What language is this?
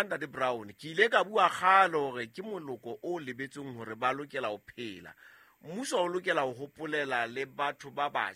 Southern Sotho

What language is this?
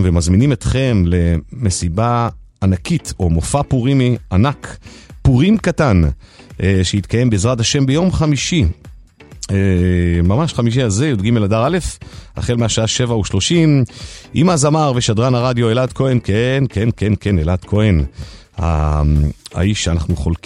Hebrew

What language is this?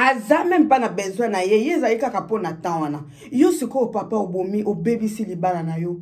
Lingala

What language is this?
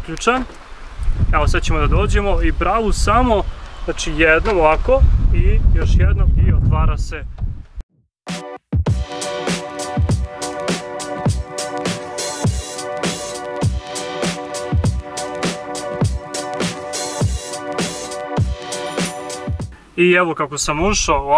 Serbian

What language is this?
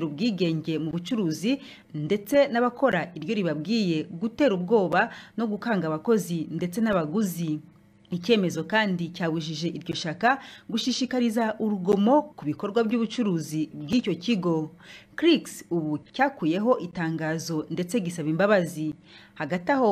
Kinyarwanda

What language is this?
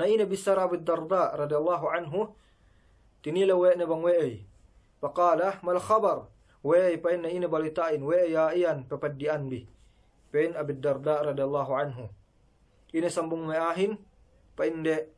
Yakan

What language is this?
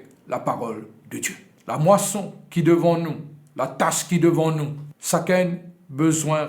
Morisyen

